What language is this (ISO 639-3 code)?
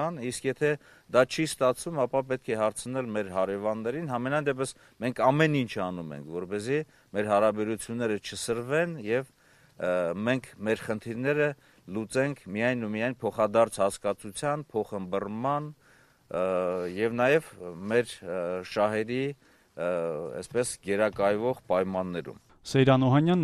hye